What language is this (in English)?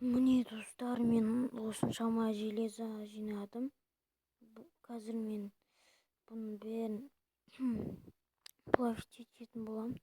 Kazakh